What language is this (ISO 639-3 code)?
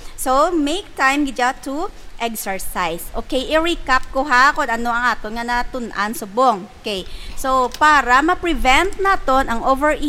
hil